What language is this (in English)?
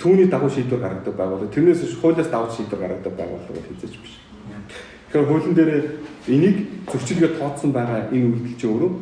Mongolian